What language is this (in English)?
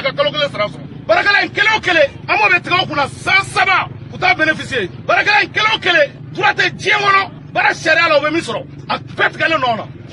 Bambara